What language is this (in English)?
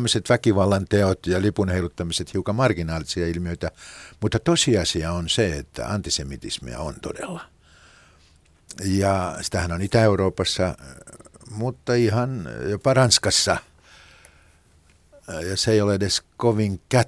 Finnish